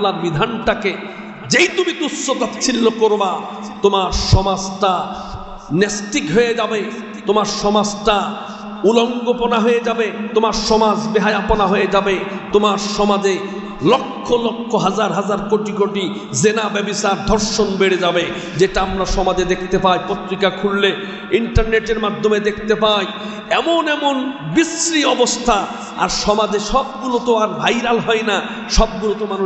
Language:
Bangla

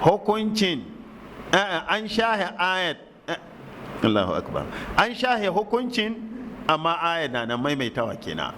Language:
Hausa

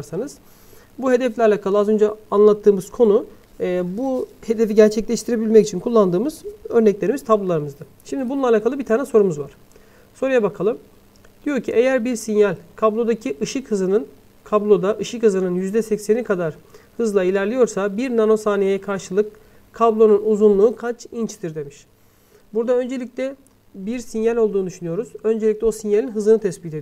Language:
Turkish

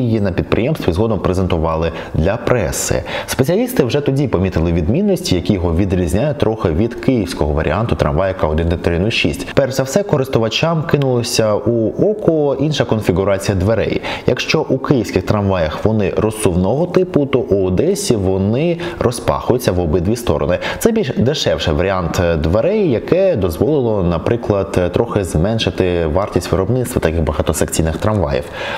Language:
Ukrainian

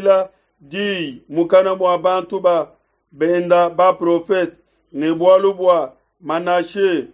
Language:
Luba-Lulua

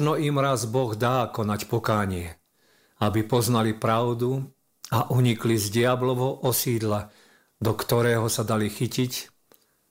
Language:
Slovak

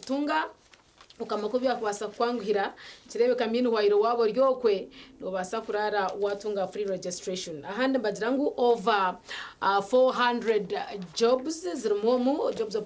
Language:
Nyankole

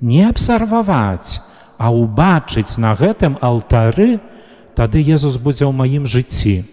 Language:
Belarusian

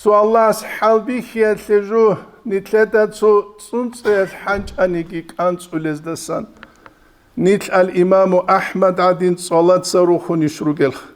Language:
Avaric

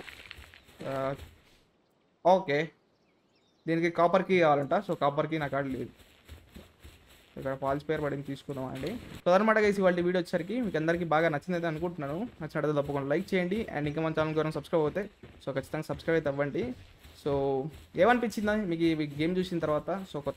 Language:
Telugu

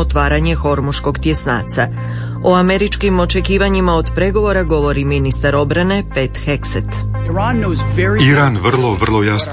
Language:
Croatian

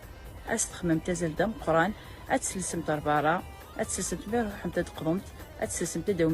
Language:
Kabyle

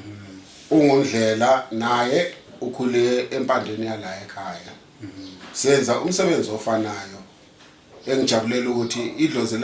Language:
Zulu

